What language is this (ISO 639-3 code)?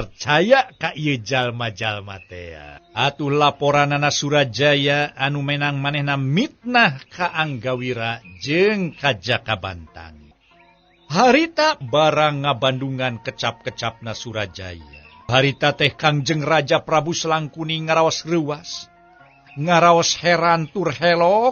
sun